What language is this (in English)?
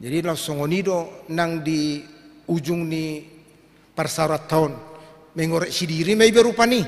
Batak Toba